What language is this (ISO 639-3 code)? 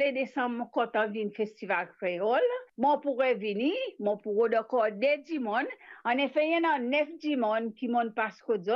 mfe